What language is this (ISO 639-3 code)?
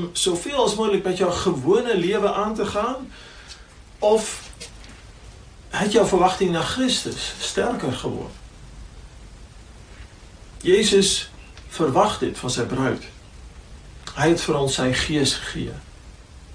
afr